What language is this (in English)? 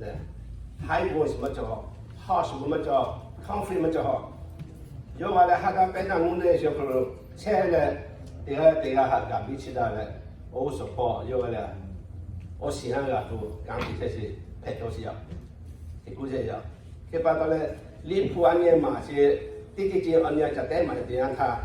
Lahu